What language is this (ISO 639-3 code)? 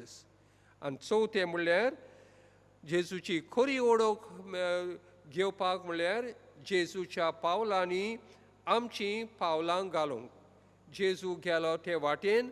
kok